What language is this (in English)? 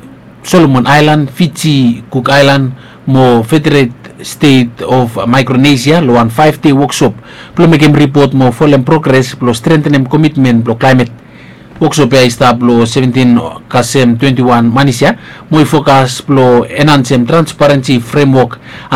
Bislama